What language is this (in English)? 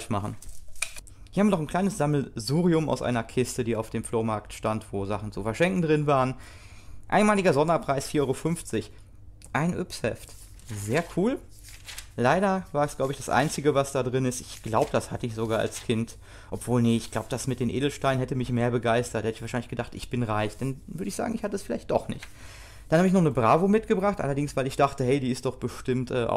German